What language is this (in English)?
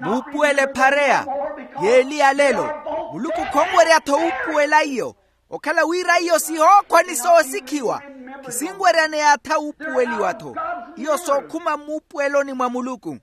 Makhuwa